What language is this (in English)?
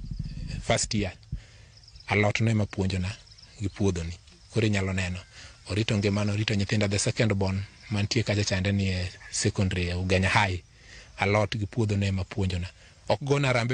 Luo (Kenya and Tanzania)